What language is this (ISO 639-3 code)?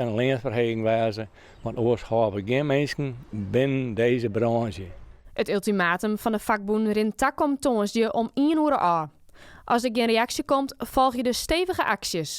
fry